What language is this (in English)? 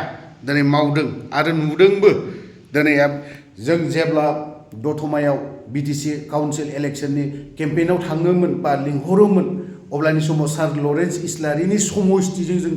Bodo